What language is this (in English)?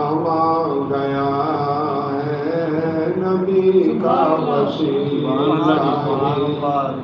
Saraiki